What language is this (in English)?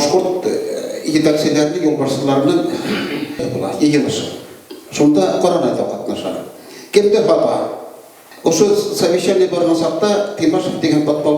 Bashkir